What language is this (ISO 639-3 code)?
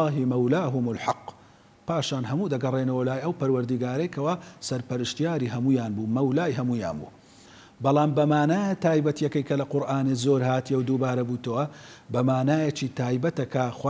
ckb